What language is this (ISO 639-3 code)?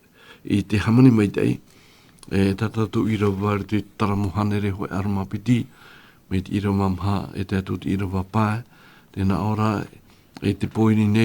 tah